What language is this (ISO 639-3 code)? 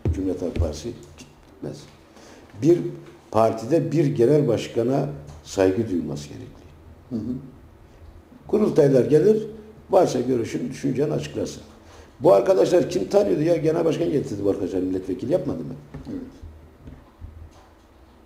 tur